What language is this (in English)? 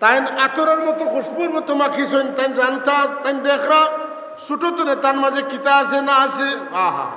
Sylheti